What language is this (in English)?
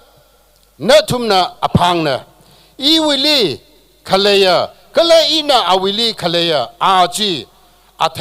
Tangkhul Naga (India)